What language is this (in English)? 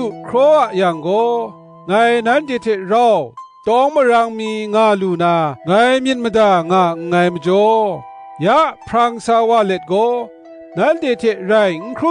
Kachin